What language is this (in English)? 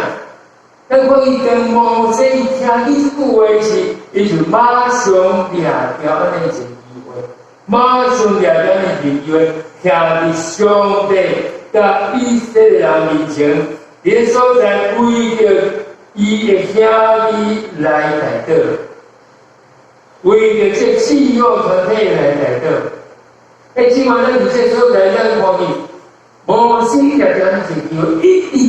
Min Nan Chinese